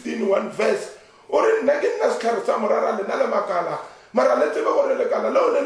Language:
Northern Sotho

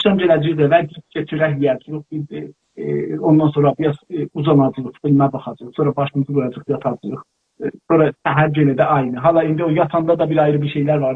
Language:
South Azerbaijani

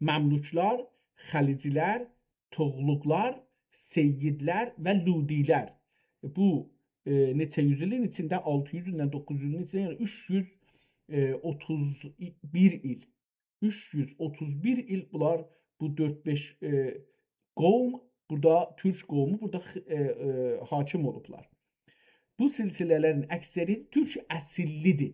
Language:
South Azerbaijani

